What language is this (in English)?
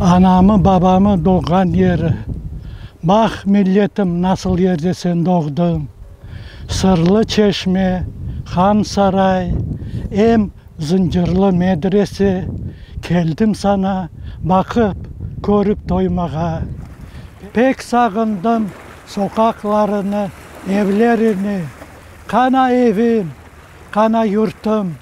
Crimean Tatar